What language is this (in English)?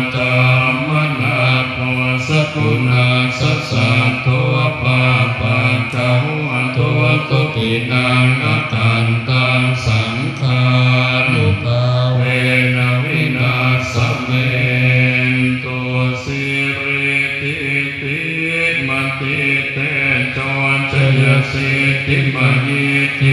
Pali